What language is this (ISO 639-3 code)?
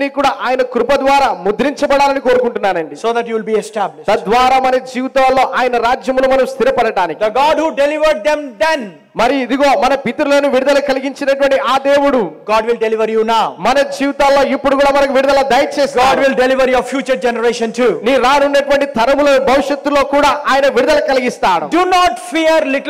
tel